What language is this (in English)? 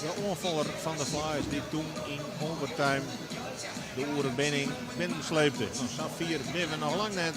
Western Frisian